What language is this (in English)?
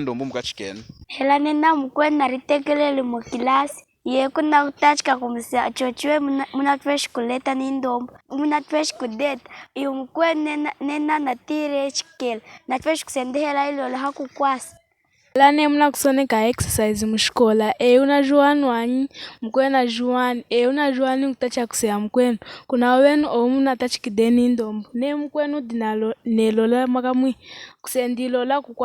Lunda